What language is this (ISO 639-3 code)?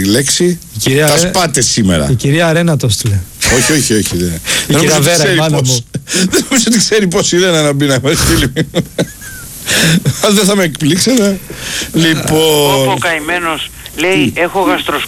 ell